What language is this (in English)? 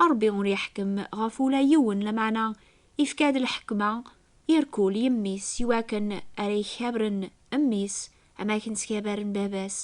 Kabyle